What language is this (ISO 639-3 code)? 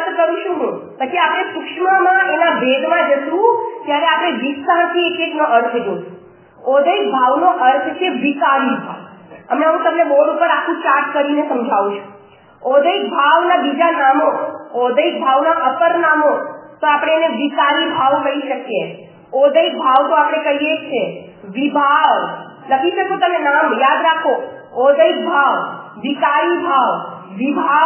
guj